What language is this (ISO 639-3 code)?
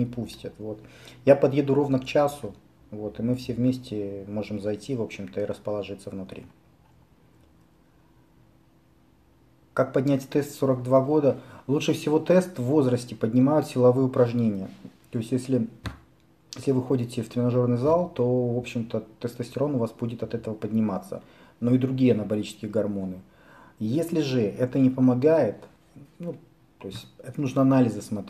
rus